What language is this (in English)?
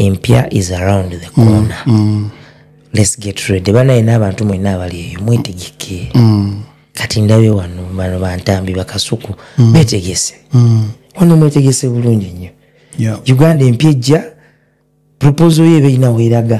Ganda